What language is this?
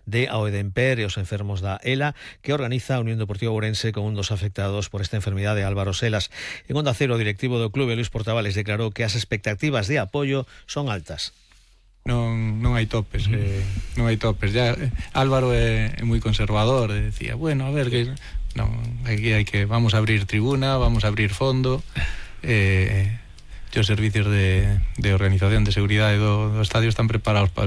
Galician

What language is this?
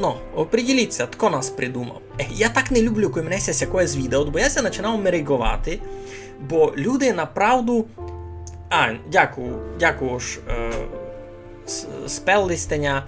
Rusyn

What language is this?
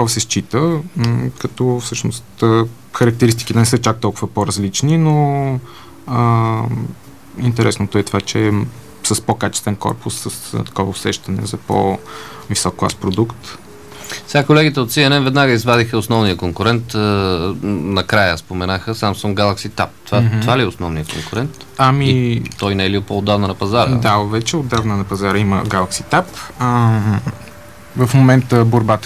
Bulgarian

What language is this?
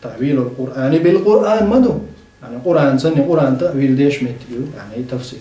Chechen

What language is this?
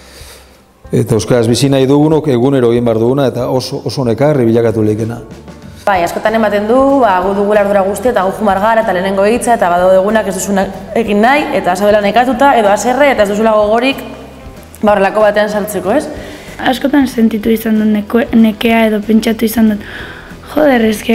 Basque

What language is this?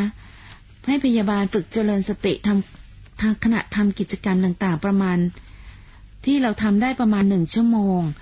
Thai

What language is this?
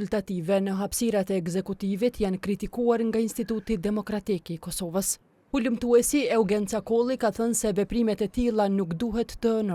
Albanian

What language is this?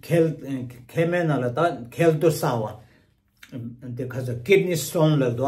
Tibetan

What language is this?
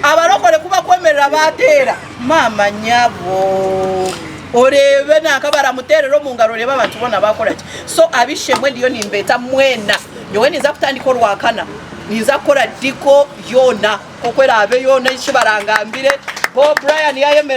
Nyankole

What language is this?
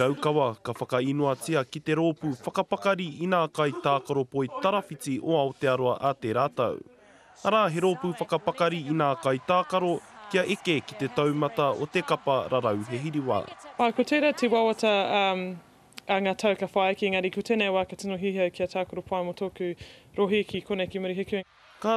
Māori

